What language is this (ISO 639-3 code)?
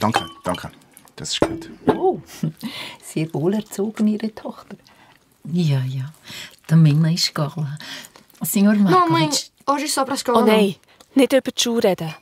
gsw